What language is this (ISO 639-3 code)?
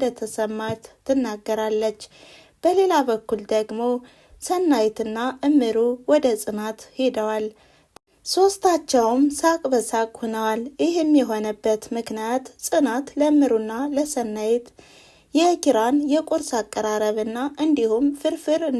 amh